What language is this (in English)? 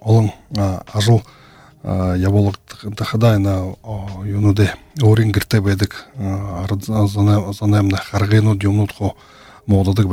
Buriat